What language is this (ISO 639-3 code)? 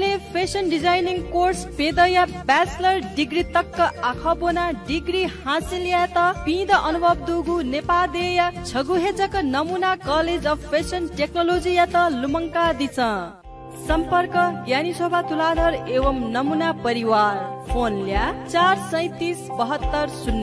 new